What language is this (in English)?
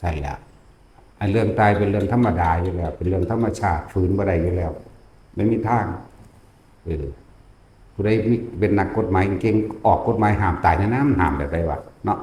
Northeastern Thai